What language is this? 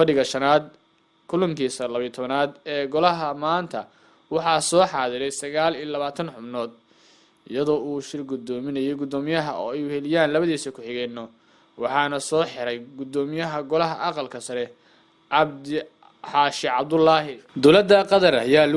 Somali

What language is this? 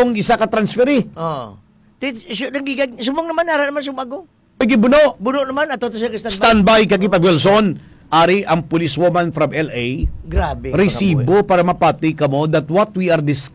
Hiligaynon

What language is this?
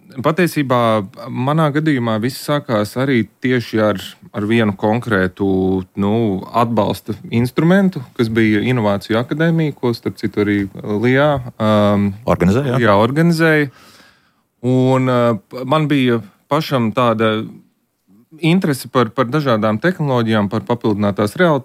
Latvian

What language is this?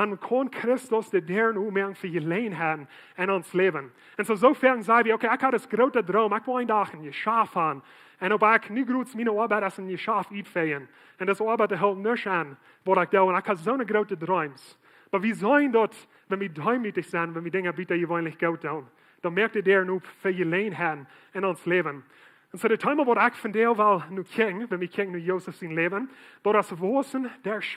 Plautdietsch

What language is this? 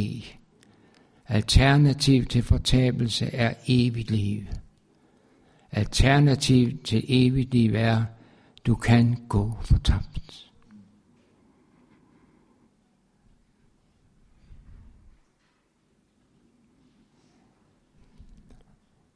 Danish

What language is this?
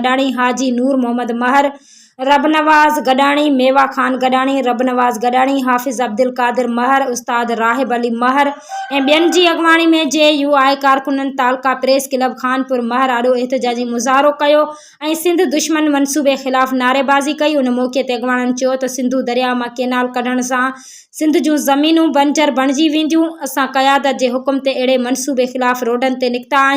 Sindhi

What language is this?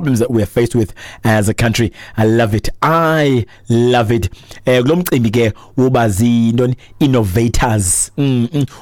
Xhosa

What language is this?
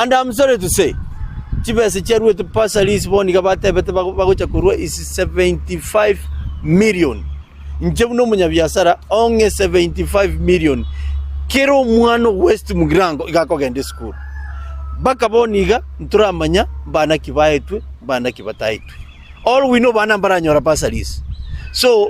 Gusii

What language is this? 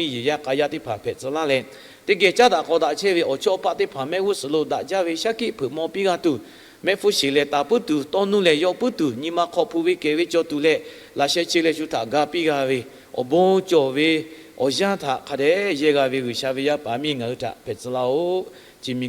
Lahu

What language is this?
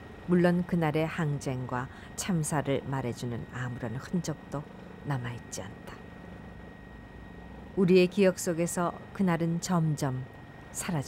Korean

